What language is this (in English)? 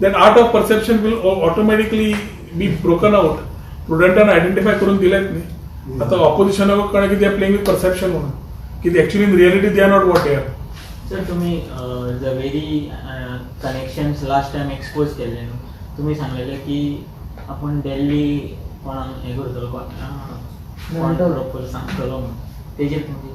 Konkani